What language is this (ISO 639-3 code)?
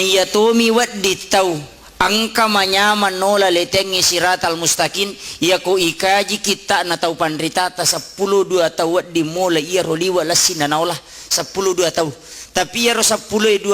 bug